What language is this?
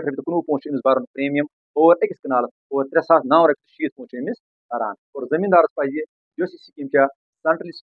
Kashmiri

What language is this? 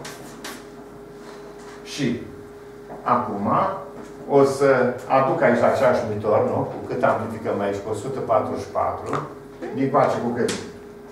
Romanian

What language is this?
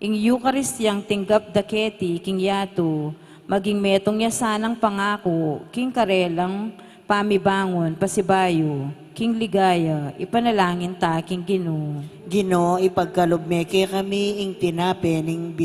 Pampanga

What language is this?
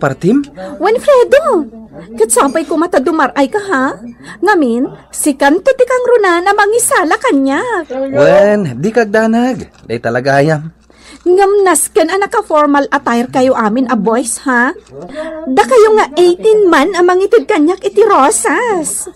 Iloko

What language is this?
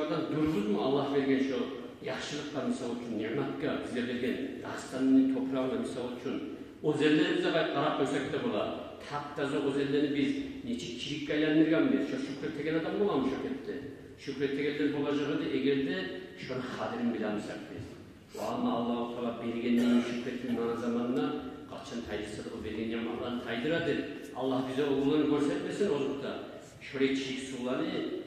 Kumyk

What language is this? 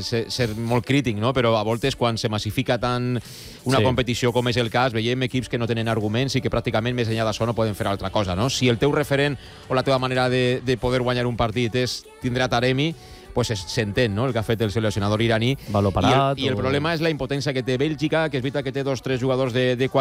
Catalan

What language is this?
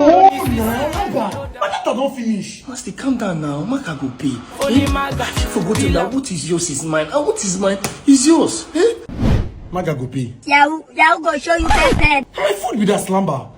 Nigerian Pidgin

